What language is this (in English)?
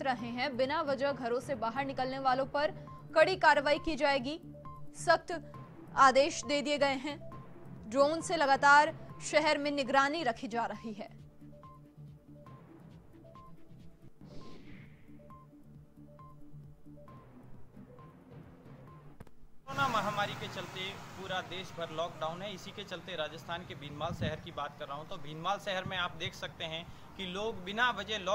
Hindi